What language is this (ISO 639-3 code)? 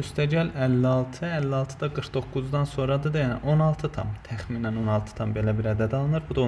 aze